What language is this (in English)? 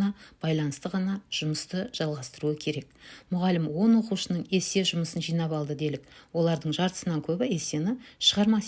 Kazakh